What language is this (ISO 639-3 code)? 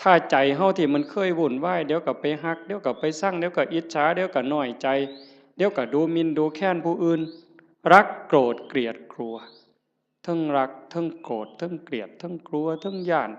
tts